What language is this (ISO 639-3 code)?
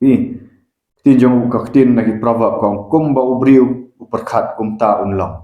kha